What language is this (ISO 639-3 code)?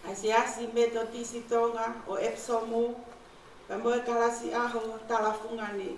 ton